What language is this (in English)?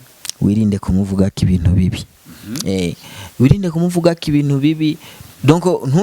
Rundi